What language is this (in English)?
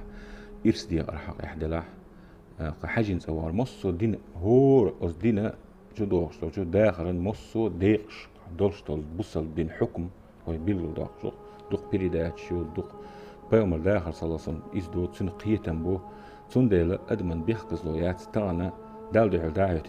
Chechen